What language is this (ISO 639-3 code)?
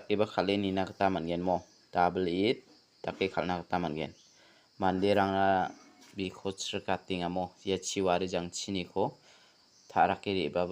grt